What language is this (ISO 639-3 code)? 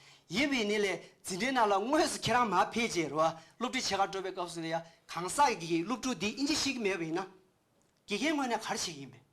bod